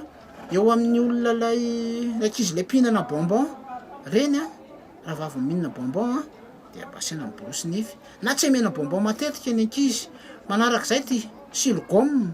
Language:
Malagasy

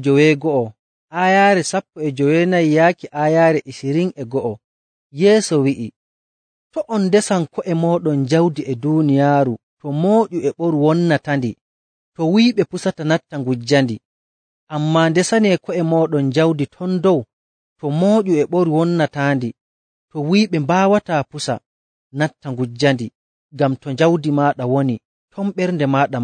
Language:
Nigerian Fulfulde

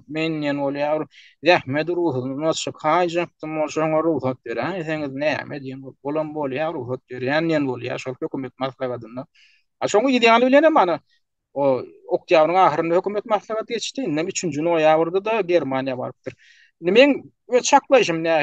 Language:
Turkmen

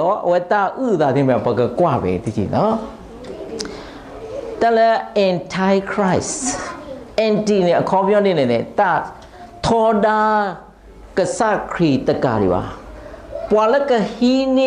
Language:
S'gaw Karen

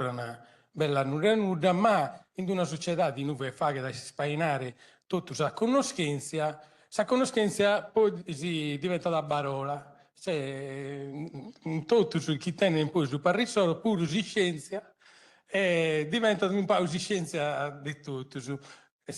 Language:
Sardinian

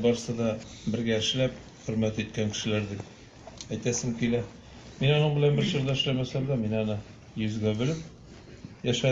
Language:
Tatar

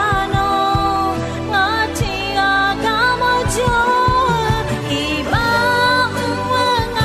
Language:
Akha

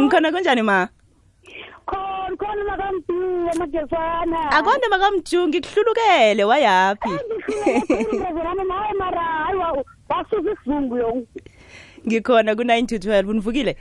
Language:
South Ndebele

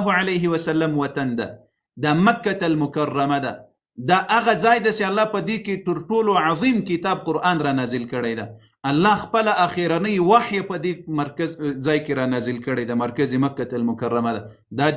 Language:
Pashto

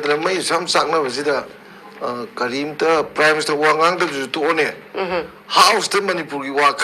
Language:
Manipuri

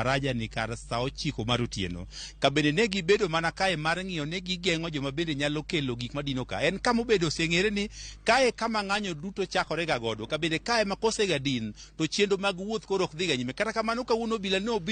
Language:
Luo (Kenya and Tanzania)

